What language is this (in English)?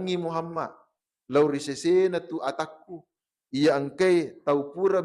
Buginese